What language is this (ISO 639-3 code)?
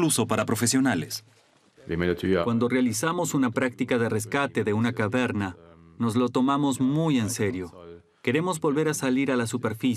spa